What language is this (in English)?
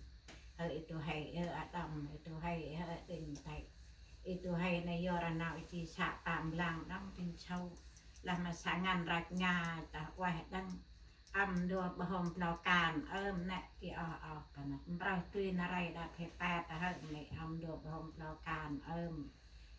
Central Mnong